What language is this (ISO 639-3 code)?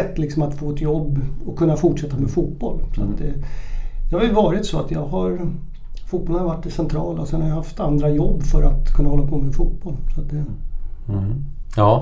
swe